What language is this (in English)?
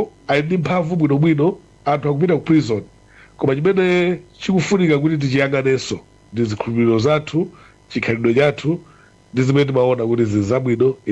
Nyanja